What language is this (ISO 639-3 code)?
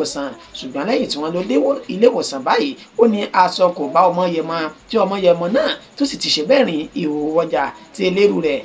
yor